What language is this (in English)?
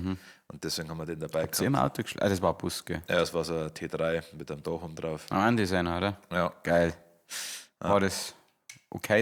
Bavarian